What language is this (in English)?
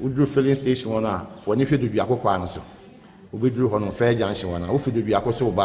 Akan